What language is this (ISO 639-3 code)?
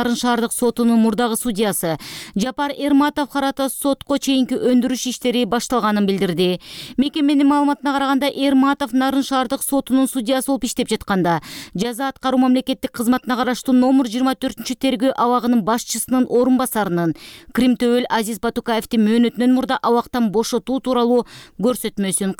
kir